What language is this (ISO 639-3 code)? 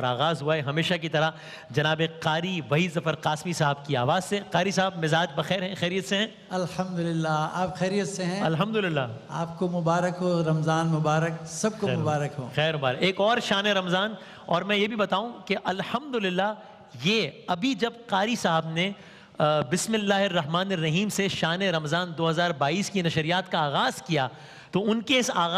urd